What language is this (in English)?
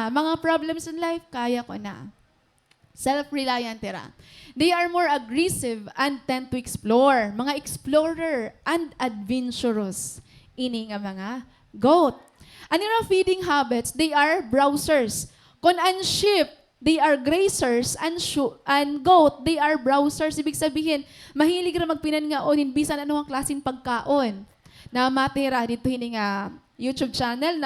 Waray